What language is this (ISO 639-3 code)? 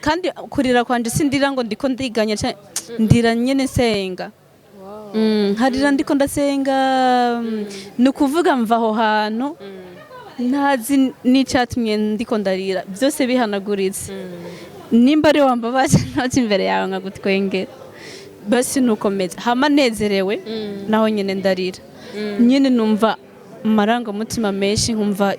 run